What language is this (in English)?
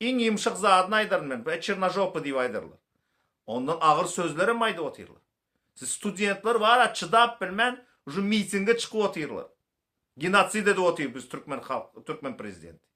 Turkmen